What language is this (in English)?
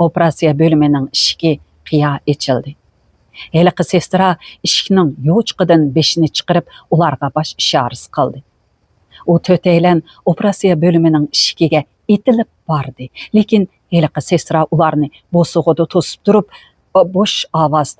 Uyghur